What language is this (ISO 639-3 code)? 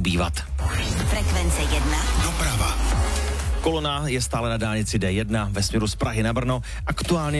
ces